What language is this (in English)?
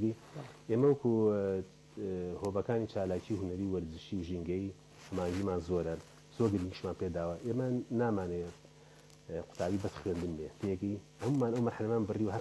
Central Kurdish